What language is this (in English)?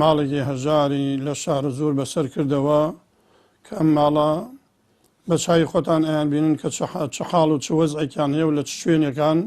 Central Kurdish